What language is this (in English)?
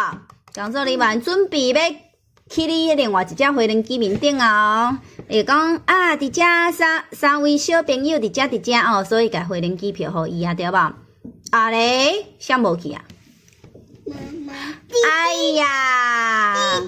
Min Nan Chinese